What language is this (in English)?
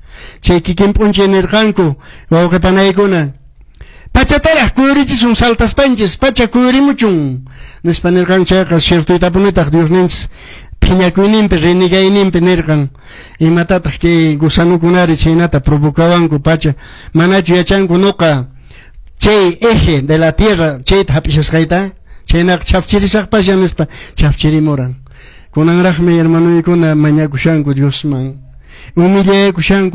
Quechua